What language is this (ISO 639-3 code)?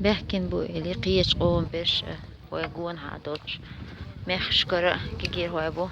che